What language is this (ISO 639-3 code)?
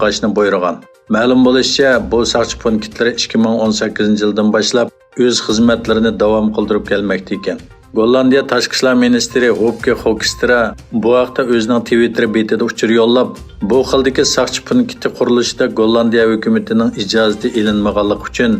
uig